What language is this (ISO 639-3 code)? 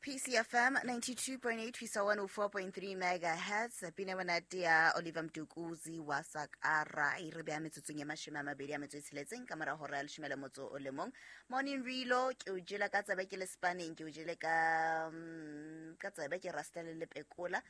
sot